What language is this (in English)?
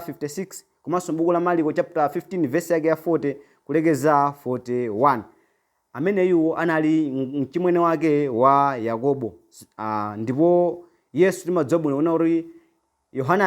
Nyanja